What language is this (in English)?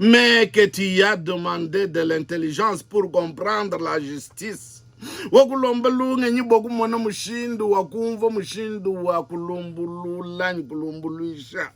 Luba-Lulua